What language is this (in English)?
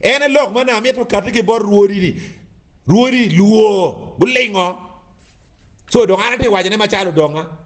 Acoli